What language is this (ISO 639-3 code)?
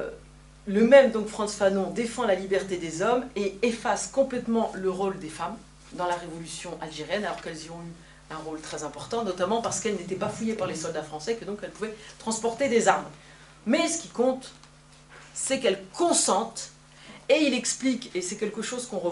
fra